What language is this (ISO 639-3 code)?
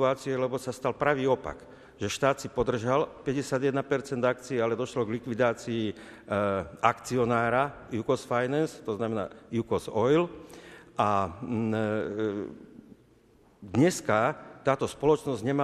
slk